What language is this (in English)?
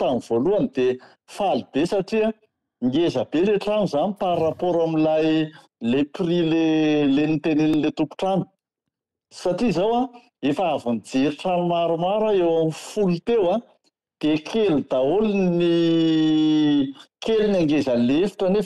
Malagasy